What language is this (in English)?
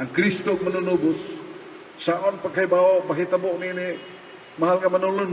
Cebuano